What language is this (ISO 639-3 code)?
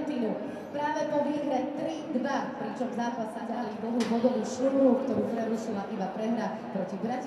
slk